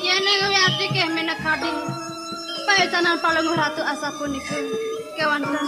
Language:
Balinese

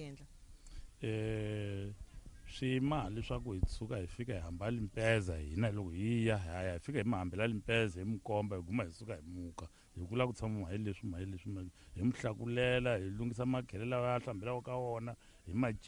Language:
Tsonga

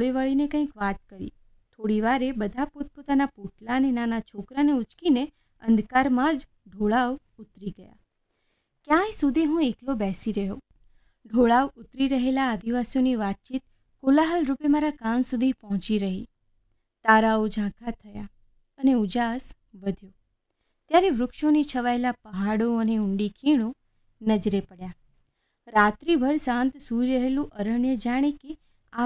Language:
Gujarati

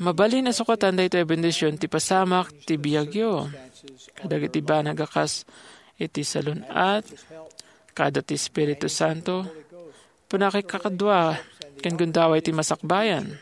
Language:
Iloko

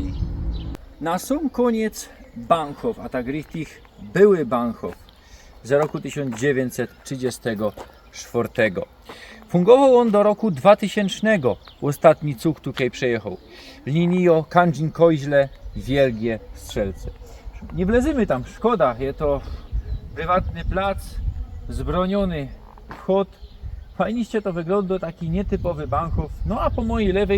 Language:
Silesian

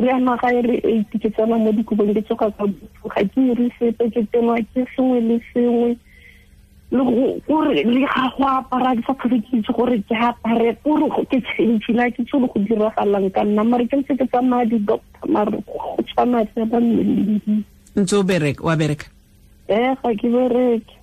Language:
Tswana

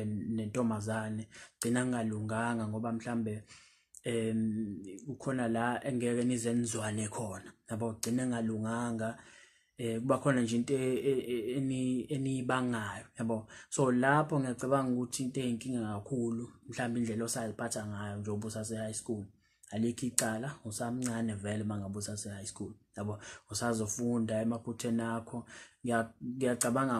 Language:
Zulu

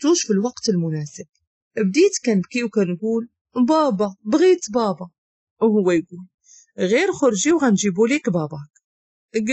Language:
Moroccan Arabic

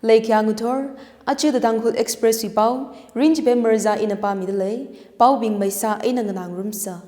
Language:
Tangkhul Naga (India)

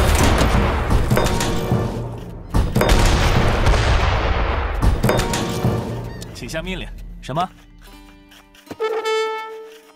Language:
Chinese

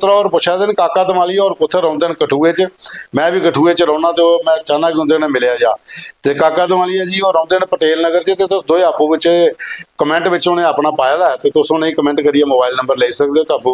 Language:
Dogri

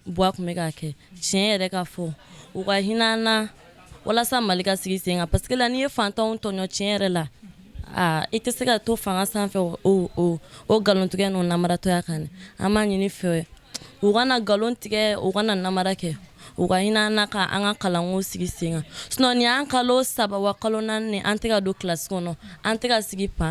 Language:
Bambara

